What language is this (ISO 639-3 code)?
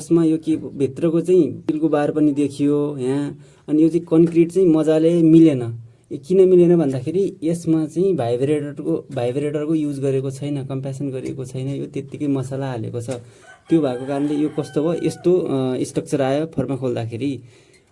nep